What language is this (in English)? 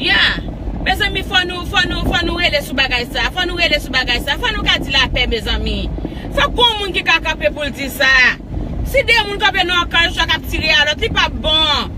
Haitian Creole